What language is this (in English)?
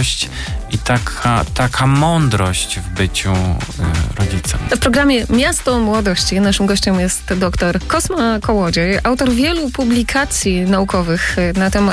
Polish